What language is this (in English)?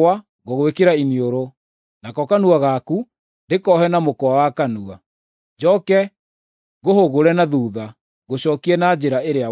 Kikuyu